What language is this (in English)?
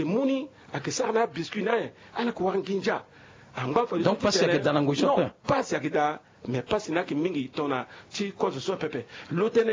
Sango